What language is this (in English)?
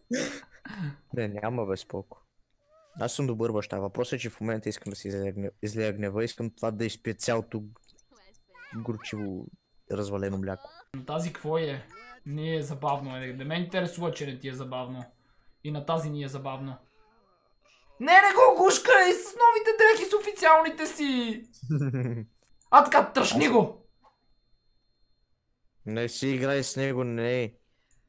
Bulgarian